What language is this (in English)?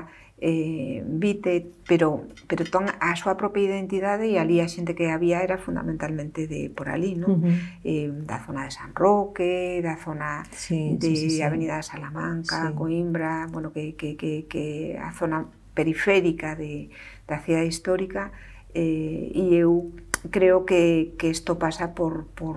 Galician